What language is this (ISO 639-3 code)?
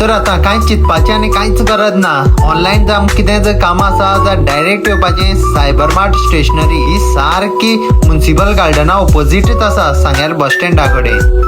kok